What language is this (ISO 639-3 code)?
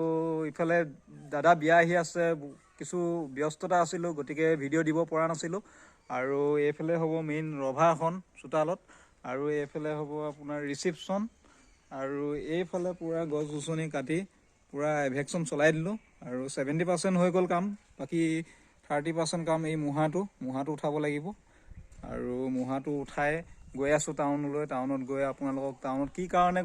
asm